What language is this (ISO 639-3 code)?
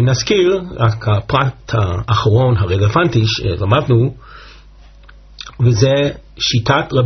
heb